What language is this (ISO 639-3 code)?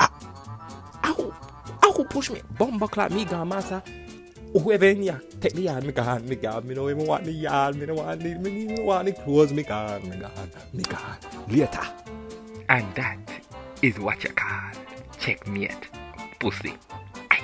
jam